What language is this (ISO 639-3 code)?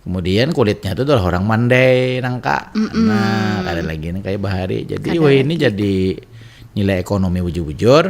bjn